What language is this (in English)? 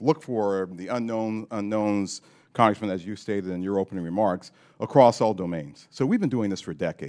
English